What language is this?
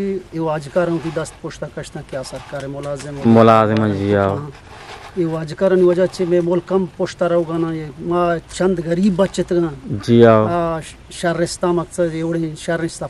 Eastern Balochi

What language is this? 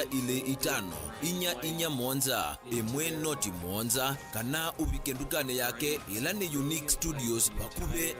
Kamba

